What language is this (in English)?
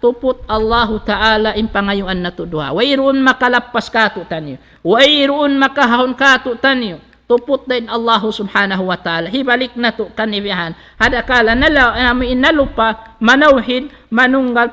Tausug